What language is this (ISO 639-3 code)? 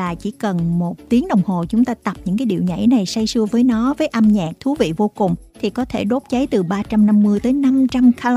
vie